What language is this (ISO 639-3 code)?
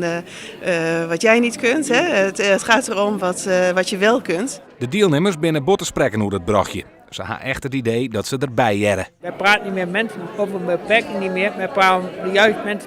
fry